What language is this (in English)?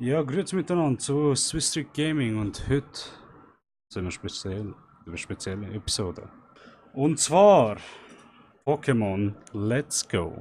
Swiss German